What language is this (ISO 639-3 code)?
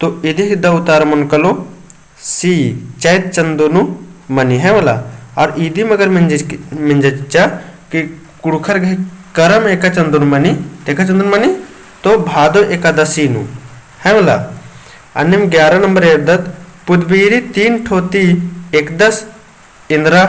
kru